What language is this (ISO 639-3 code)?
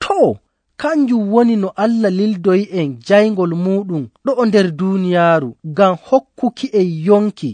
fuv